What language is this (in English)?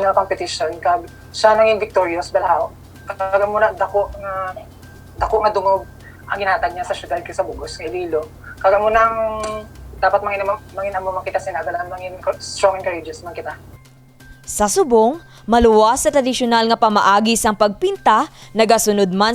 Hiligaynon